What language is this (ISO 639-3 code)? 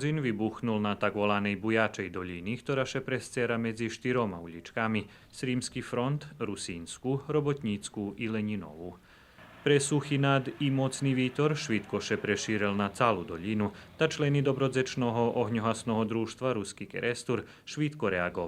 rue